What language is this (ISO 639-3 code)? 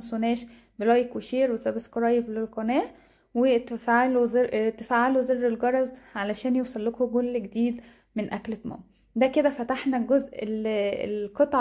arz